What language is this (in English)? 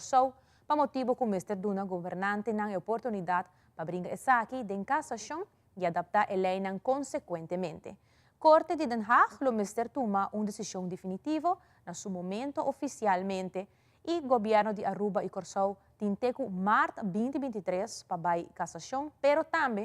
Papiamento